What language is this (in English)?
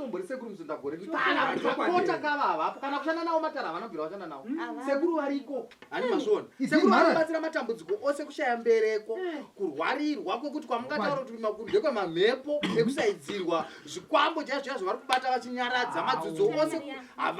Shona